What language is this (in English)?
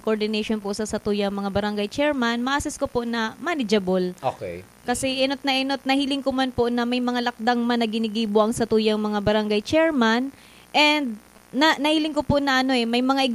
Bikol